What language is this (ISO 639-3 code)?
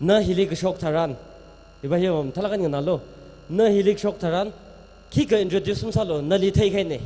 nmf